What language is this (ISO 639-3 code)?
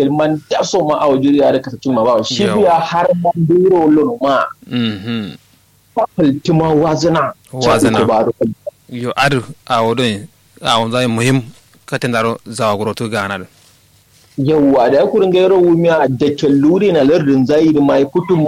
kau